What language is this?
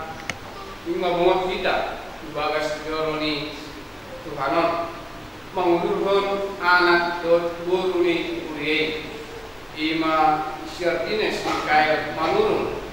Batak Toba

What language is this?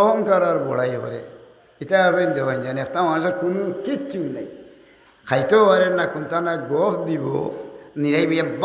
Sylheti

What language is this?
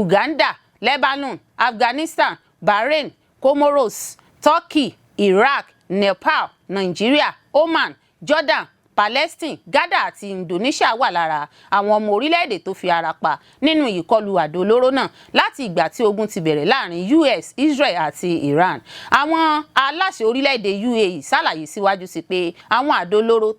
Yoruba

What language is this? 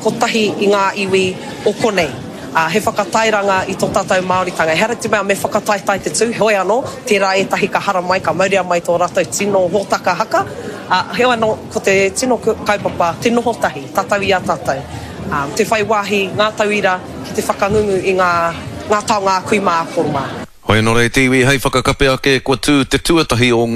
Māori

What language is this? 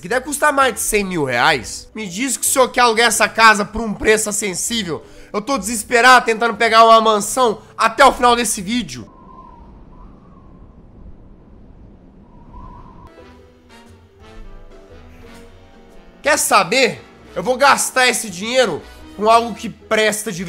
Portuguese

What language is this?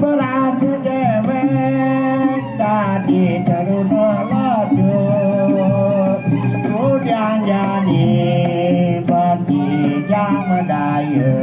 Balinese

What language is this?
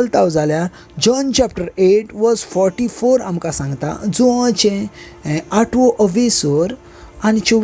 Konkani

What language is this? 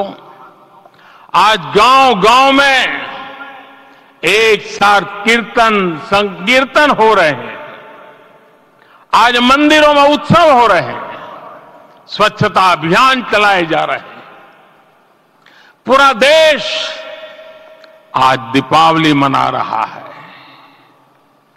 Hindi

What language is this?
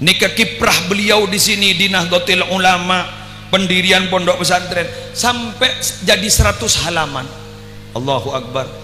Madurese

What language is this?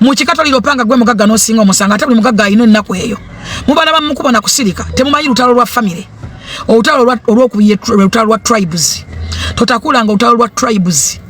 Ganda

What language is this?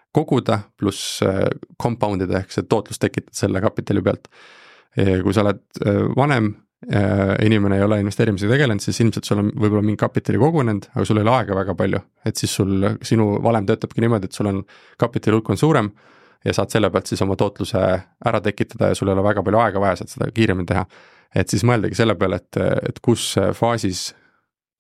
Estonian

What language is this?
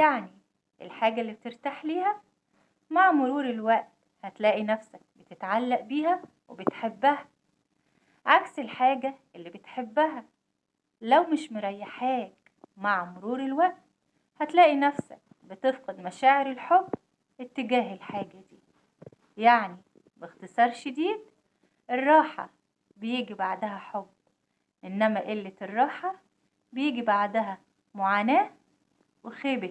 Egyptian Arabic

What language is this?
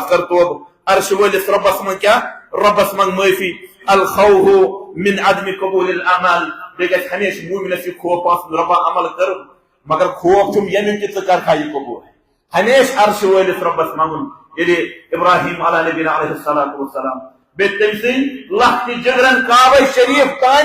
Kashmiri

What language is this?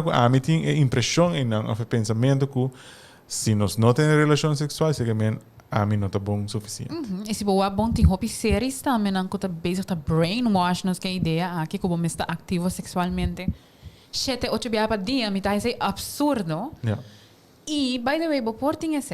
Papiamento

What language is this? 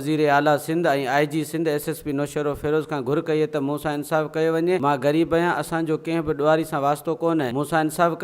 Sindhi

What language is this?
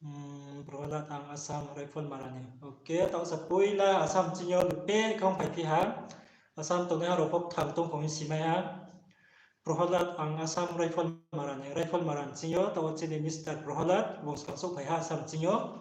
Riang (India)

